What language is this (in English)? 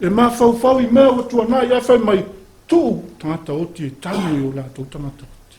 Samoan